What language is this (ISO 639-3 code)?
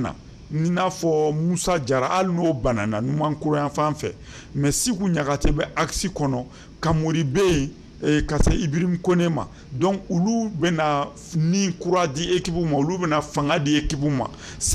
bam